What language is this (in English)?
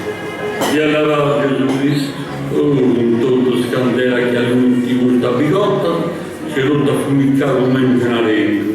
Sardinian